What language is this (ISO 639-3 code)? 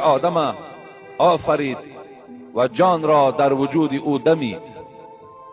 tgk